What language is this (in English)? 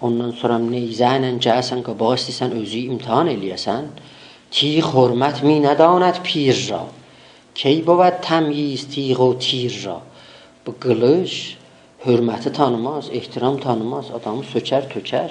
South Azerbaijani